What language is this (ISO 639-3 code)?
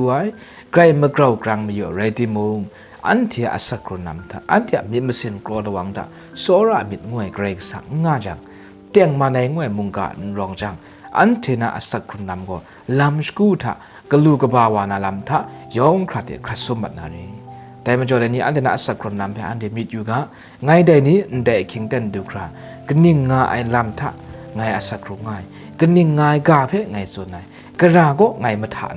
kac